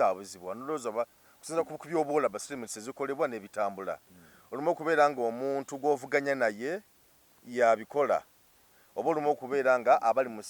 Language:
Ganda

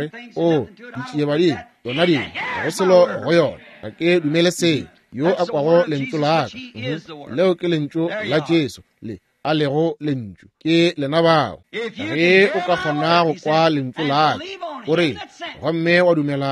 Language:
Northern Sotho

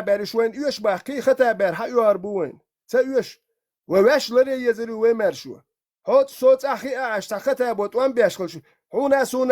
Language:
Chechen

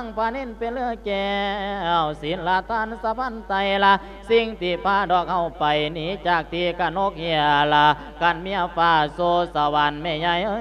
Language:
Lao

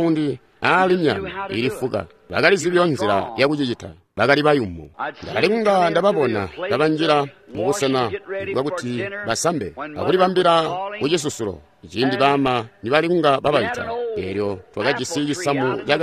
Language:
Tonga (Zambia)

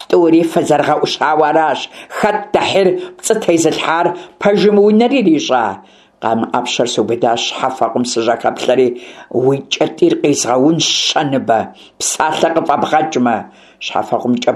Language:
Kabardian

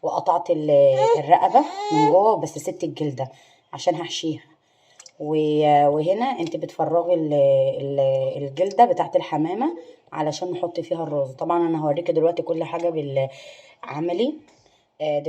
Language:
Egyptian Arabic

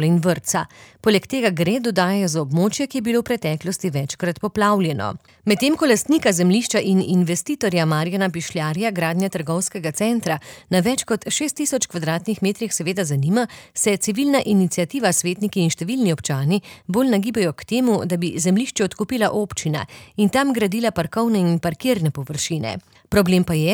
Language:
Slovenian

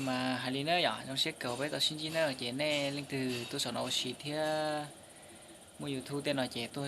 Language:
Hmong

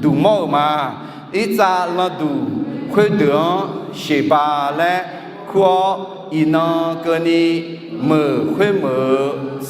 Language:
Akha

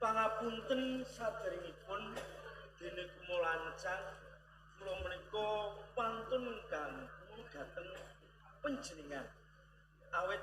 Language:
Javanese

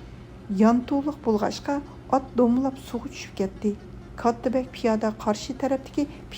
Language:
Uyghur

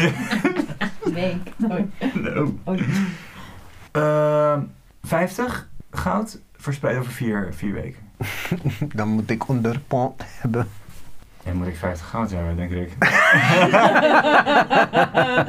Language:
Dutch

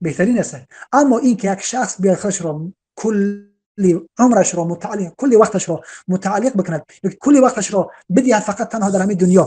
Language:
Tajik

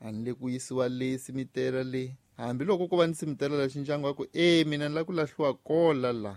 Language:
Tsonga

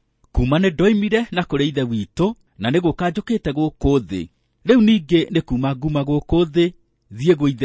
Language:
Kikuyu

